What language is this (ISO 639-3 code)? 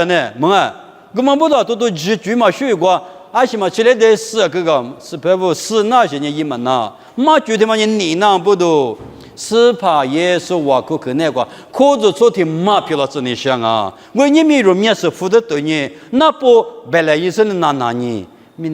lis